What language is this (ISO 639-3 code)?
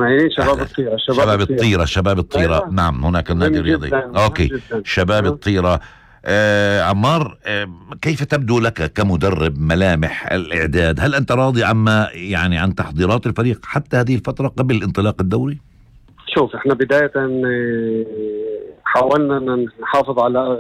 apc